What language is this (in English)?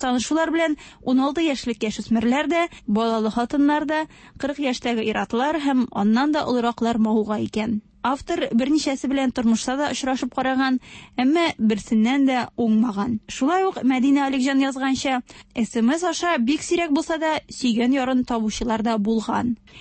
Tatar